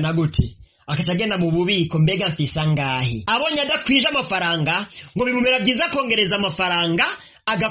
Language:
Rundi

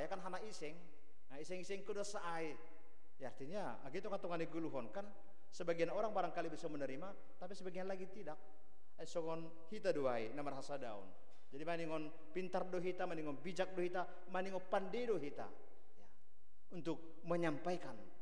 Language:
Batak Simalungun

